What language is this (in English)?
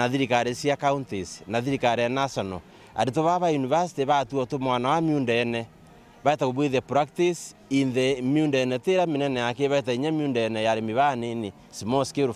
Meru